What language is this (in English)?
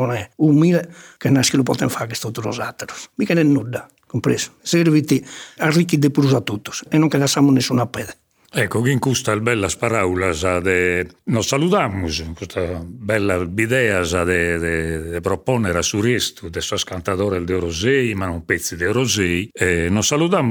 Sardinian